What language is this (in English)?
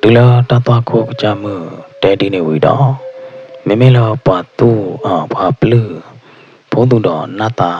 S'gaw Karen